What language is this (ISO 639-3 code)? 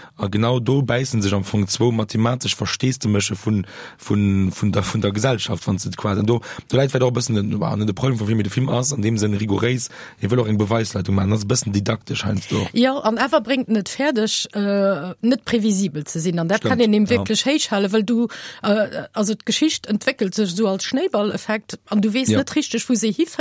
ltz